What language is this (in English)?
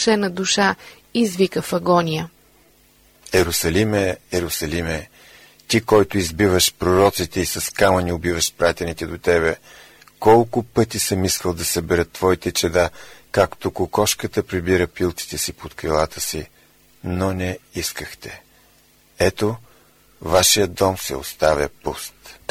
Bulgarian